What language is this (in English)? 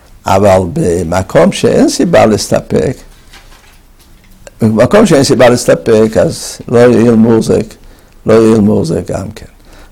Hebrew